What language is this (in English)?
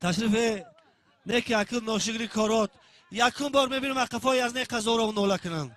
Tajik